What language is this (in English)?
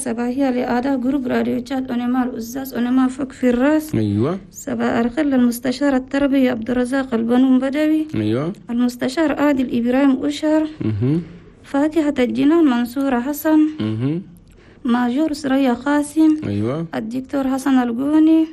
Chadian Arabic